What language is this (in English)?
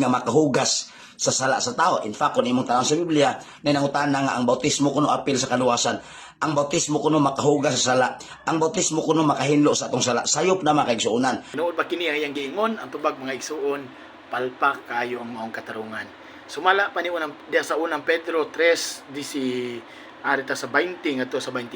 Cebuano